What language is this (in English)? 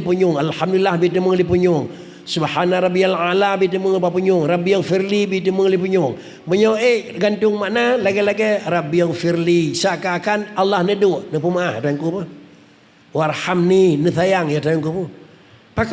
Achinese